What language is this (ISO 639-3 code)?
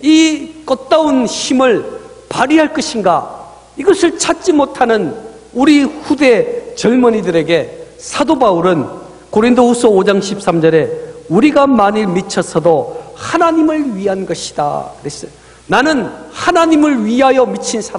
kor